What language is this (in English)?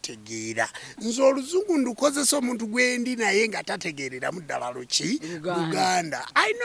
Ganda